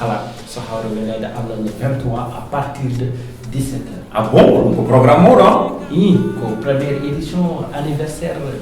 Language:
Fula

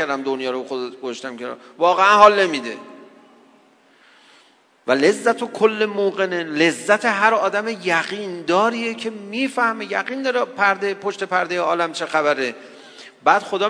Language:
Persian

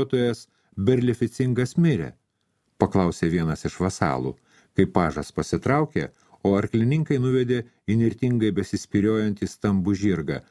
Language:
Lithuanian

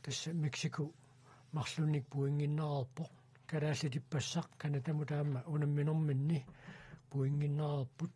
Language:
Kalaallisut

